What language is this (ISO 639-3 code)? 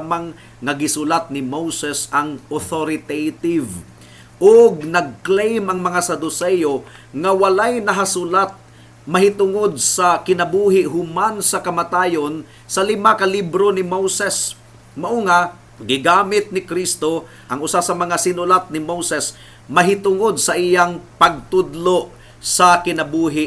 ceb